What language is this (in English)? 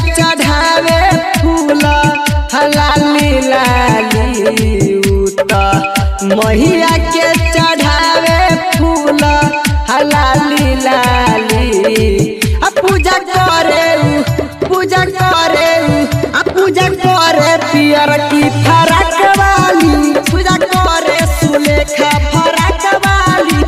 Bhojpuri